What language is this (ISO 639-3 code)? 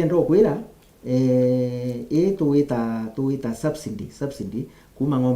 mer